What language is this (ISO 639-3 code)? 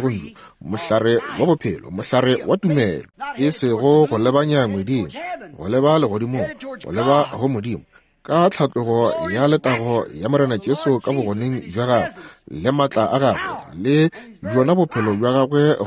nso